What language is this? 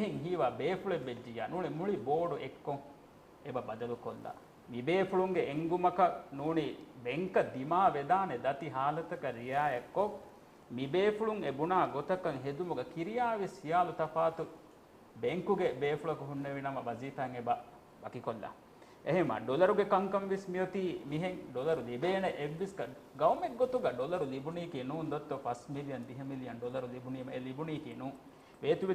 Divehi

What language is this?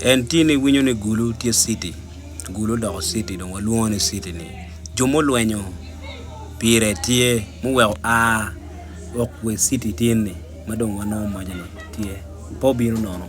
Acoli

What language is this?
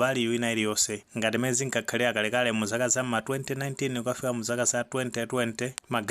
Nyanja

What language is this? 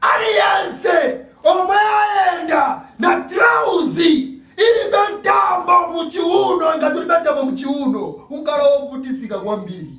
Nyanja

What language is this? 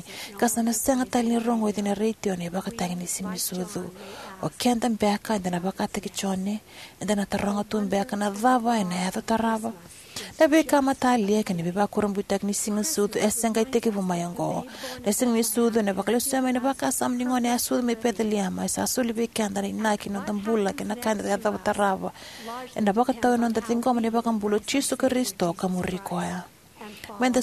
Fijian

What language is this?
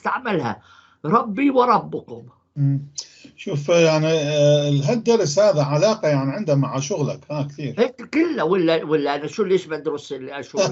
North Levantine Arabic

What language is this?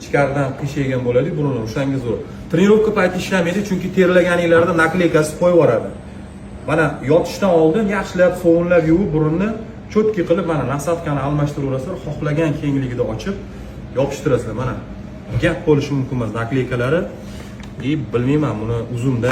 Uzbek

